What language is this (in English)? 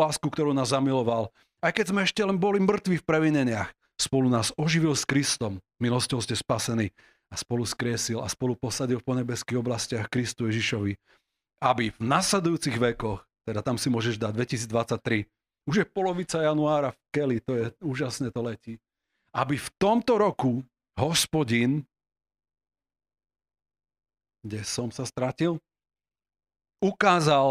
Slovak